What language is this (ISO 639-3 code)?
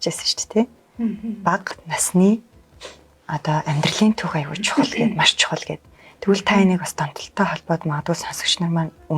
mon